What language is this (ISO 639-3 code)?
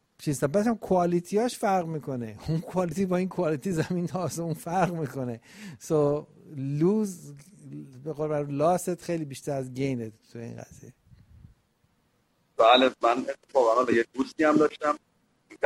fas